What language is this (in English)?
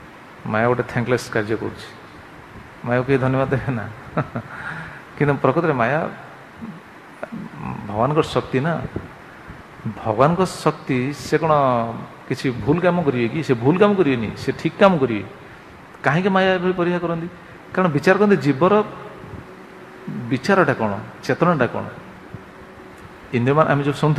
Odia